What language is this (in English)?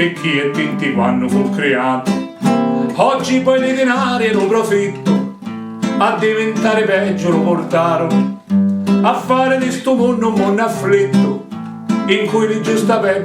Sicilian